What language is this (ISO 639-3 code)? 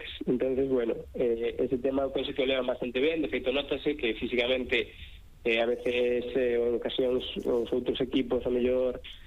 glg